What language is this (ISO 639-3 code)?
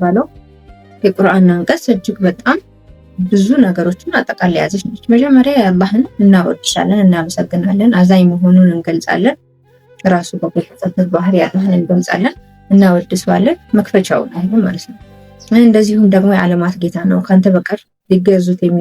amh